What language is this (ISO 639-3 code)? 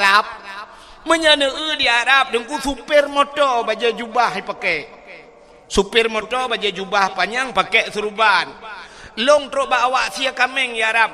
ace